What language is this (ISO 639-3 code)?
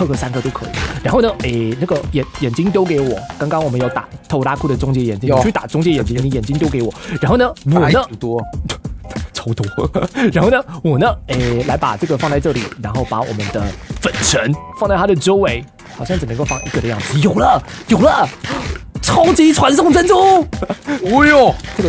zho